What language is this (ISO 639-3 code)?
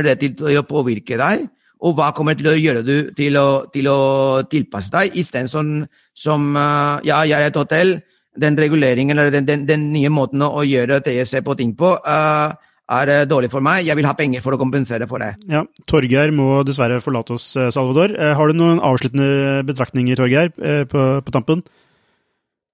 nor